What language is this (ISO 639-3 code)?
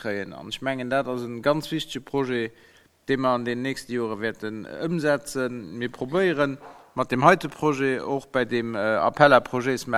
ltz